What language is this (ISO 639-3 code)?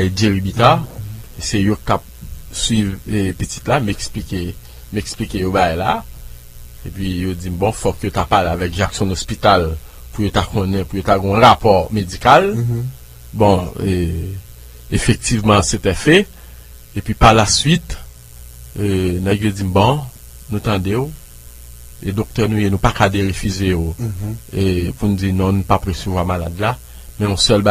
hat